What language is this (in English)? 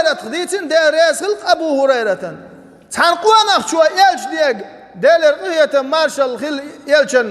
Chechen